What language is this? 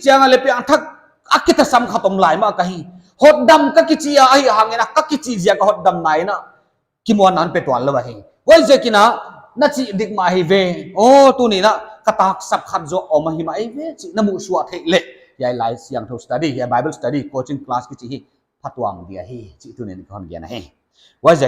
Paite Chin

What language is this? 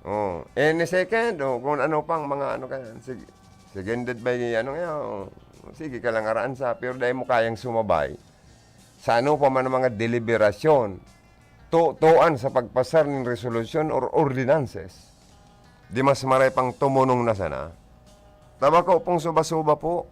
Bikol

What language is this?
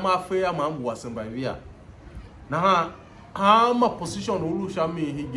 Tiv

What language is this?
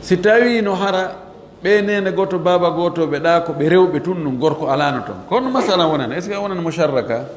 Fula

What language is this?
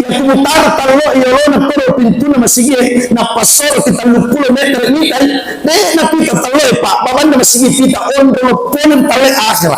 Buginese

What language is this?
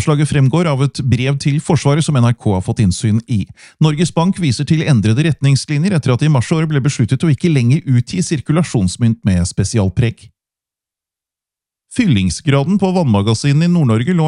Norwegian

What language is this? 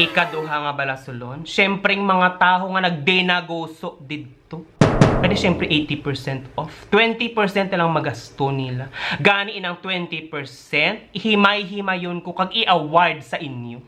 Hiligaynon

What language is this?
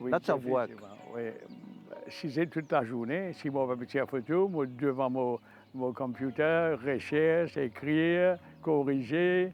Morisyen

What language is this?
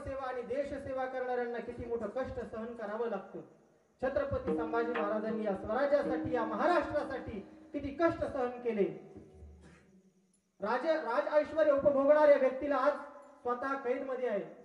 Marathi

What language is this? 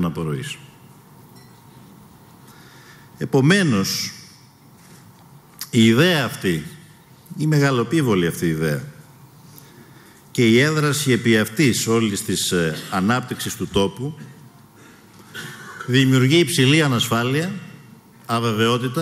Greek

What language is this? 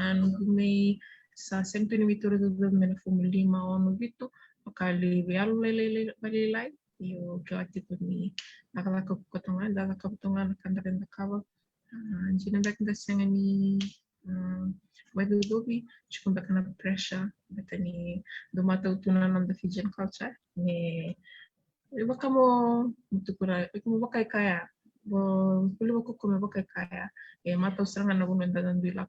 Fijian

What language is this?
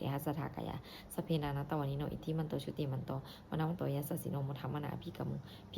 Pali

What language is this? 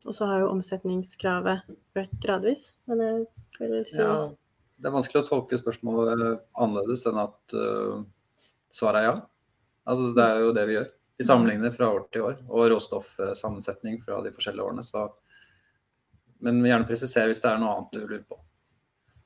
Norwegian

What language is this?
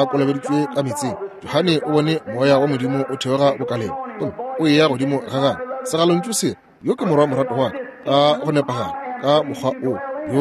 Northern Sotho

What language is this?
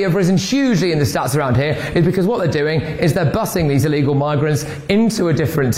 English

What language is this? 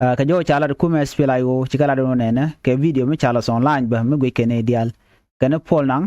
Nuer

